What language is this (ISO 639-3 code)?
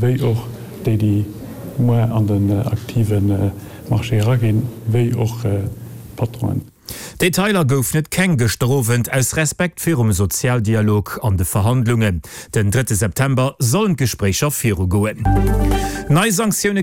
ltz